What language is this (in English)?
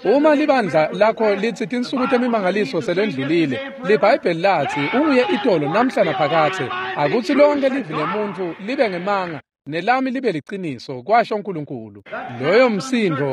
Swati